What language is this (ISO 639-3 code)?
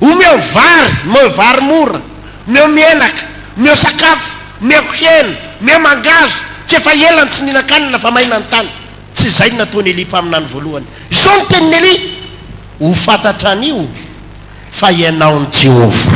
mlg